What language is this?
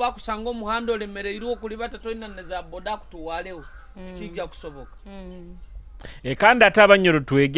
Nyoro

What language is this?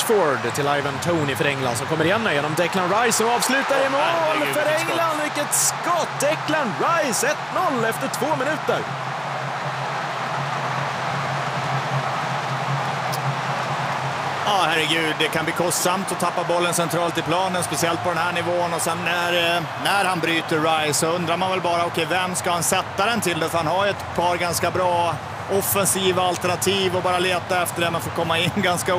Swedish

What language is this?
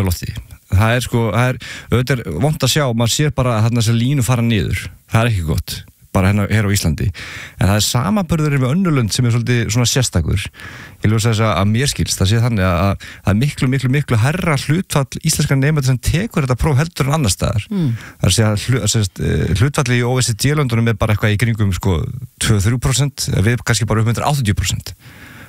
Icelandic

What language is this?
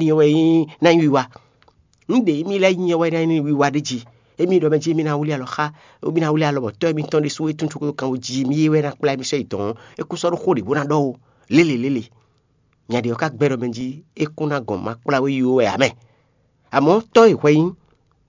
Fon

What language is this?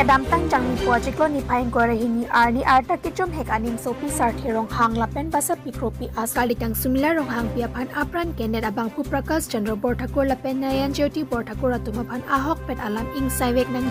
Karbi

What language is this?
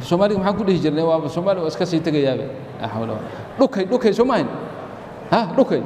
Somali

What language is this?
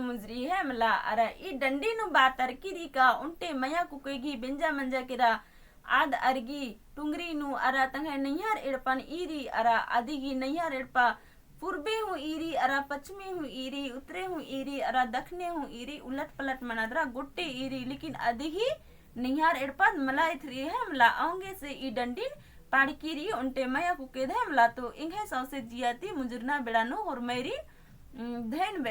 Kurukh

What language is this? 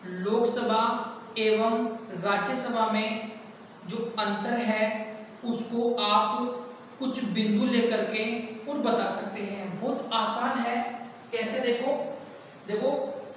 Hindi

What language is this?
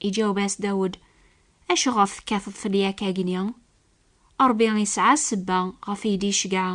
Kabyle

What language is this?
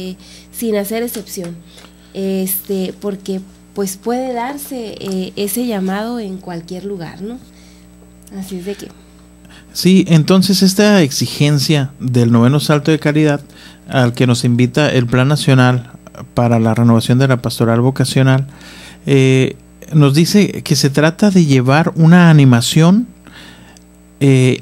Spanish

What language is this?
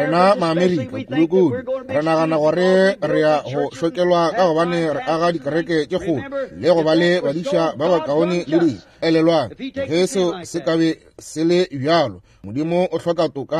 Northern Sotho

